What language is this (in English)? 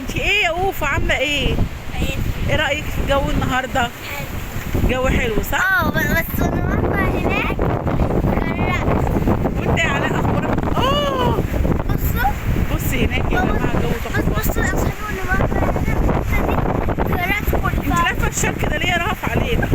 Egyptian Arabic